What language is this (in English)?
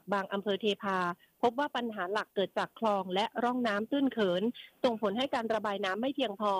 Thai